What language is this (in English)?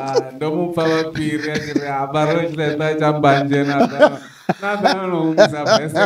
Venda